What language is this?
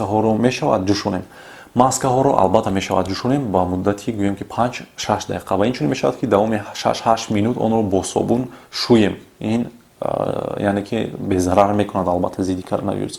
Tajik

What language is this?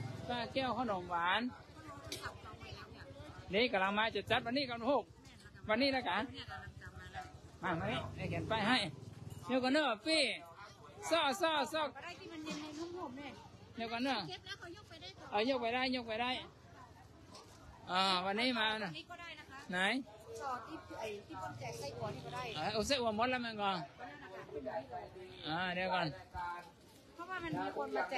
Thai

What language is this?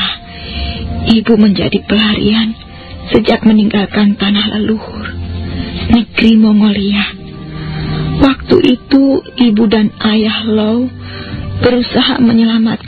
Indonesian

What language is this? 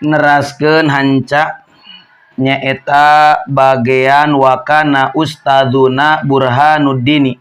Sundanese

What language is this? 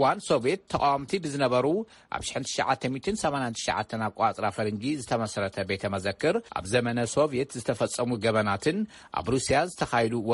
Tigrinya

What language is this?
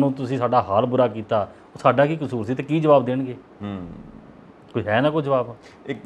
Punjabi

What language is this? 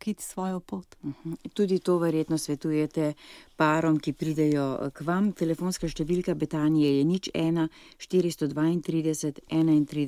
Slovenian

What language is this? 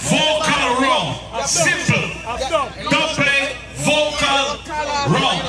Jamaican Creole English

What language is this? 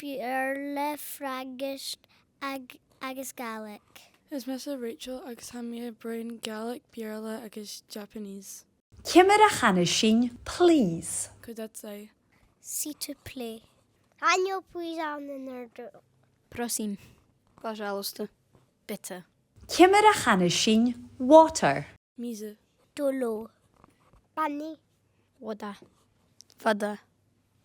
Scottish Gaelic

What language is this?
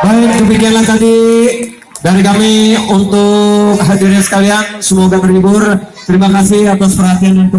Betawi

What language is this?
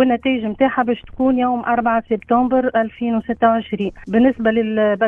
Tunisian Arabic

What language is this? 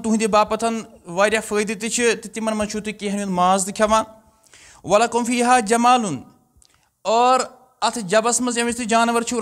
Kashmiri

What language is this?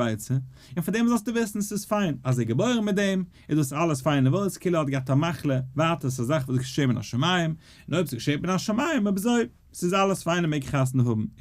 Yiddish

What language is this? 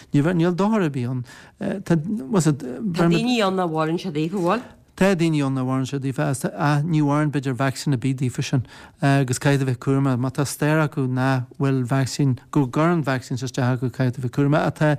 Irish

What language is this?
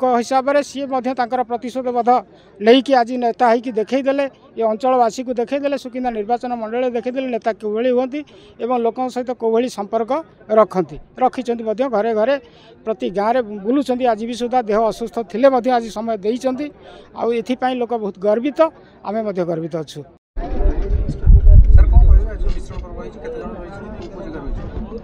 Odia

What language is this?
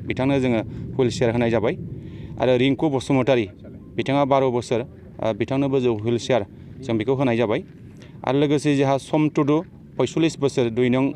Bodo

